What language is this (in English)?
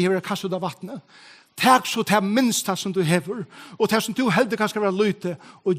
Faroese